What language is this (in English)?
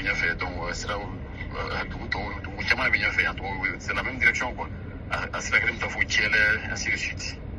Bambara